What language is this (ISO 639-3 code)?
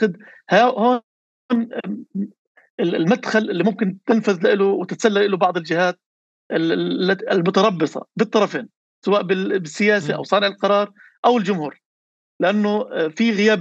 apc